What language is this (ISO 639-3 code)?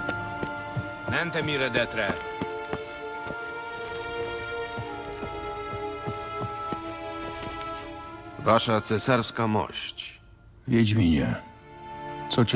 pol